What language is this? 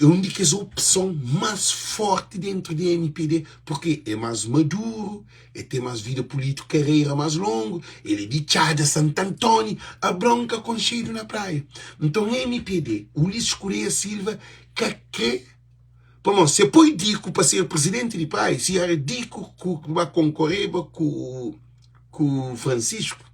Kabuverdianu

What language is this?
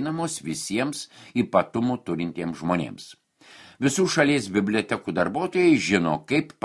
Lithuanian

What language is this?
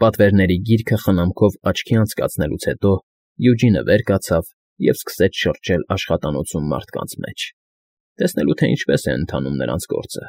Armenian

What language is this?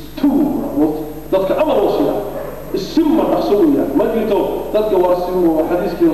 Somali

